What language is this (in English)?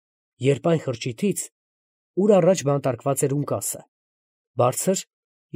Armenian